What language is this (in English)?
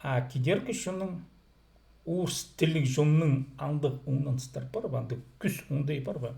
Khakas